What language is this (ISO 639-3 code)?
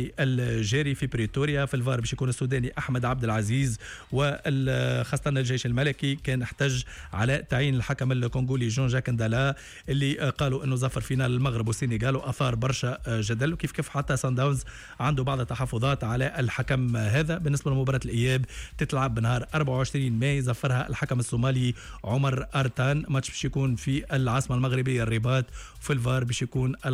aeb